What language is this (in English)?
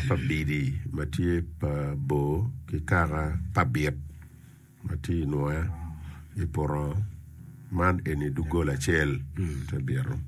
Acoli